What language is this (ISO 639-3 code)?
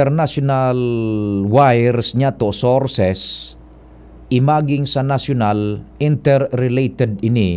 bik